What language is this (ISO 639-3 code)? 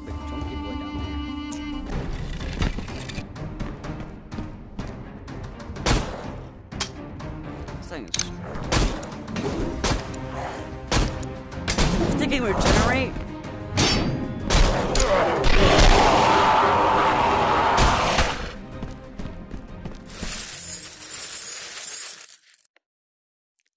eng